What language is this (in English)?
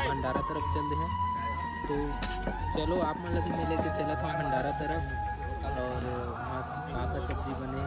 Chhattisgarhi